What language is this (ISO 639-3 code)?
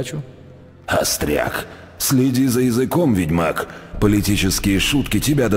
rus